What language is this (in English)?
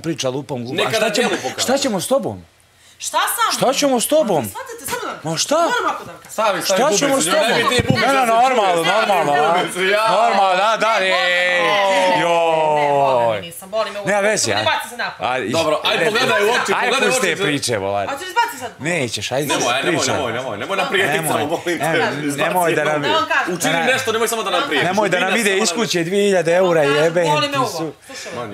Bosnian